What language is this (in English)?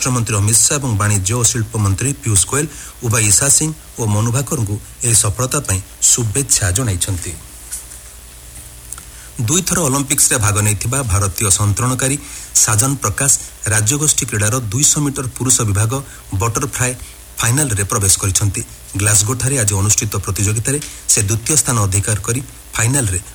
Odia